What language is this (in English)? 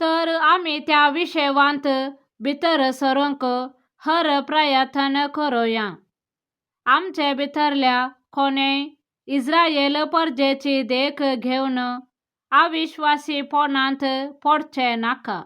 Konkani